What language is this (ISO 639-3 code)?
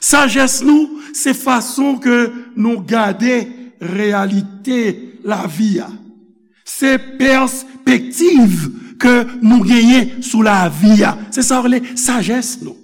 hat